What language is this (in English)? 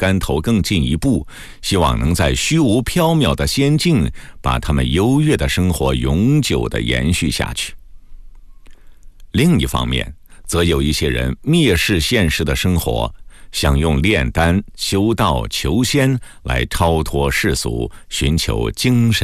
Chinese